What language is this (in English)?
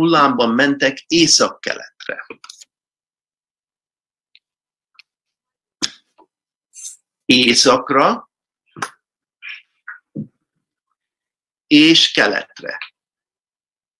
Hungarian